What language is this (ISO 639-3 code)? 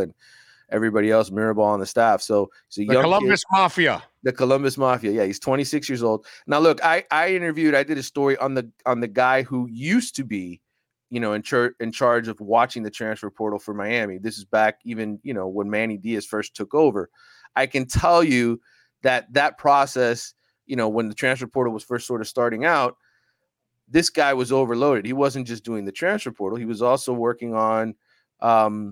eng